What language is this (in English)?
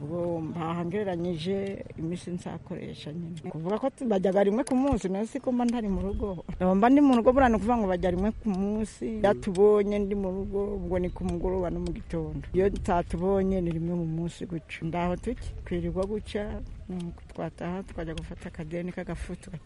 Kinyarwanda